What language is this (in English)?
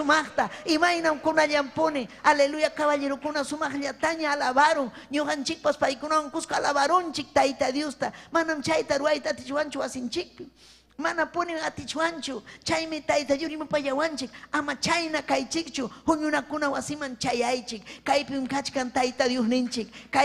Ayacucho Quechua